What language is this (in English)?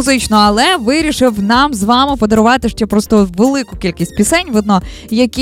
Ukrainian